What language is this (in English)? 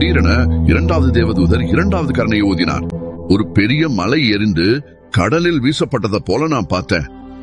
Tamil